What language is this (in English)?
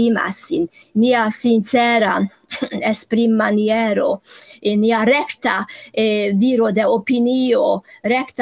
Esperanto